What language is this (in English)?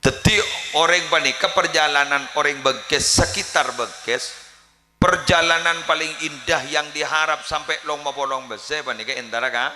Madurese